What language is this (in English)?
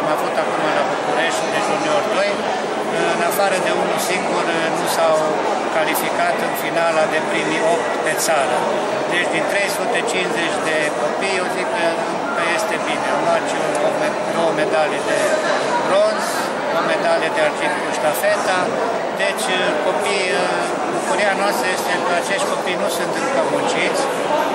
Romanian